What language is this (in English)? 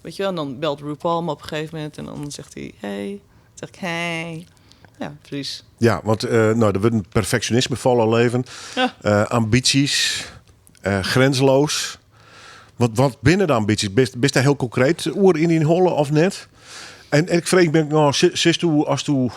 Western Frisian